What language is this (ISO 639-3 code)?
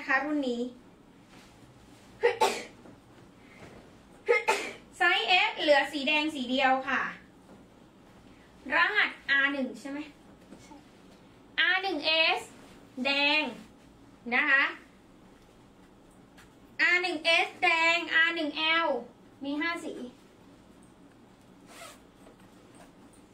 tha